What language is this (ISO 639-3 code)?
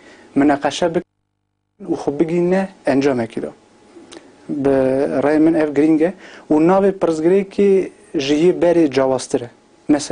kur